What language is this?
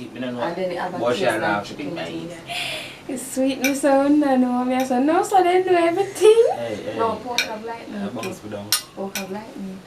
Jamaican Creole English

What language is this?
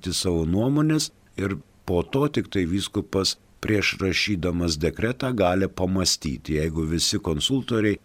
Lithuanian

